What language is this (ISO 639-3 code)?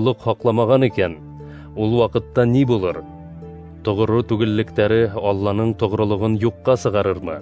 bak